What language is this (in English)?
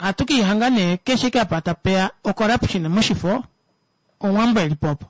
Kuanyama